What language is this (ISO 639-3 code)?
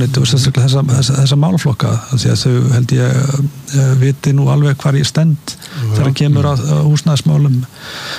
isl